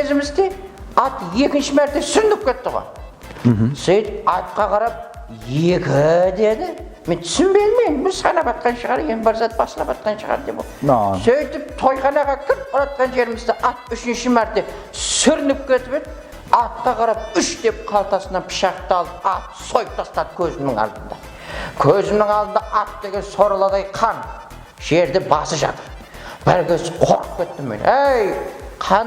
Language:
Kara-Kalpak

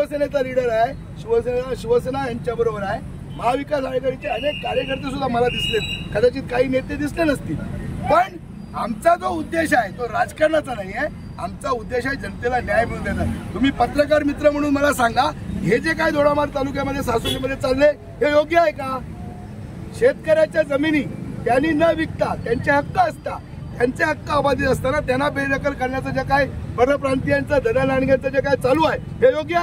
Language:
Marathi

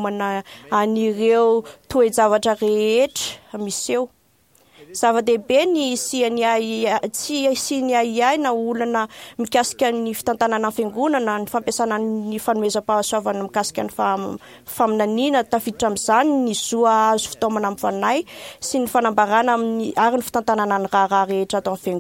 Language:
Malagasy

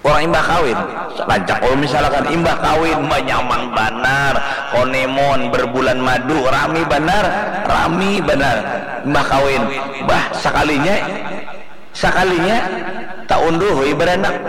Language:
Banjar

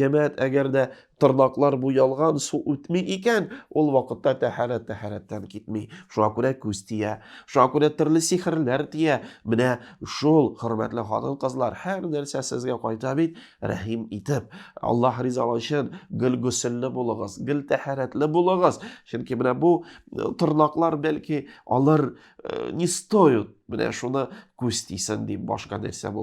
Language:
Tatar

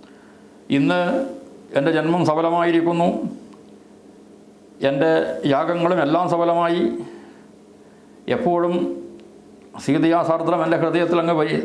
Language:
Malayalam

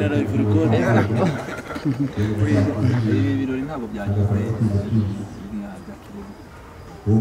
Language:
Kinyarwanda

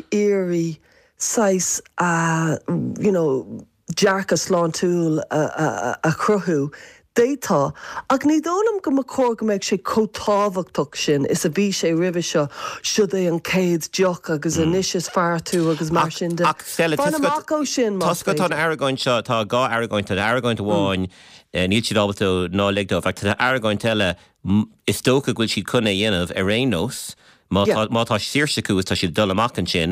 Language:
Irish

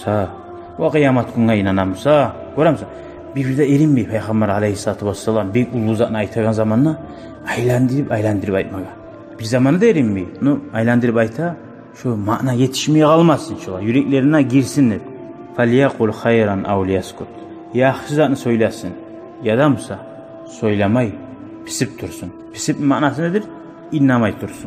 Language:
Kumyk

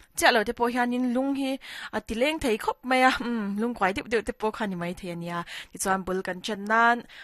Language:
Mizo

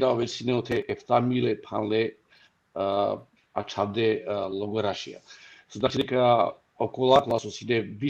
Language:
Balkan Romani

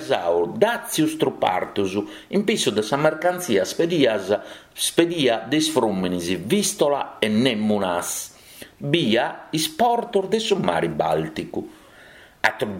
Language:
Sardinian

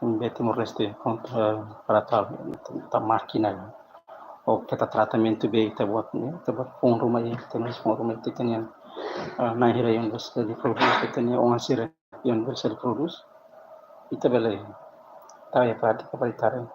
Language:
Tetum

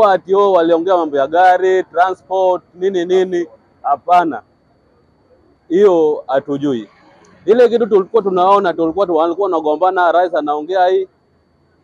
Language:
Swahili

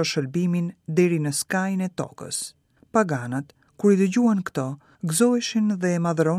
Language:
Albanian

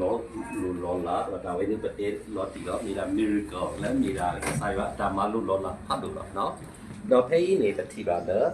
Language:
S'gaw Karen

